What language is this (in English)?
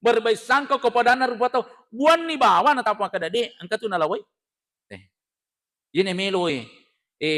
Buginese